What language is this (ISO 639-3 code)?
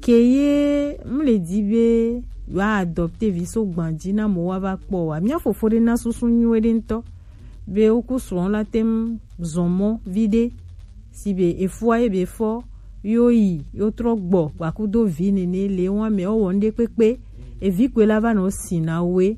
gej